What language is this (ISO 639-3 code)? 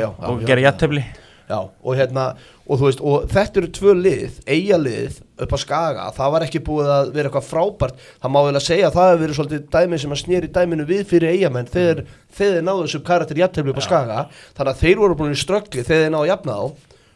isl